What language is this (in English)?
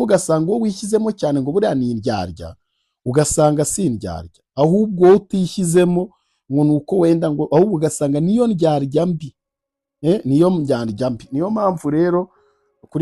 Kinyarwanda